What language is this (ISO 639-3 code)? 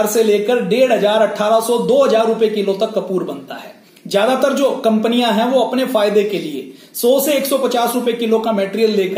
hin